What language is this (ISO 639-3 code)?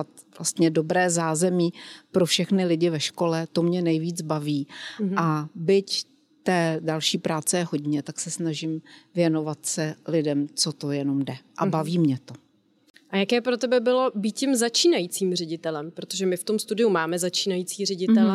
ces